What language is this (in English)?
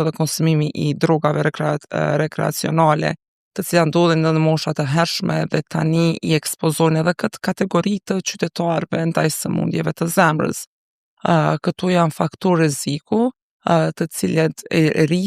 Albanian